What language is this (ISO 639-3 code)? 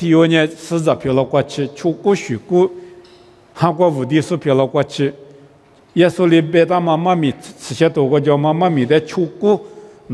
lis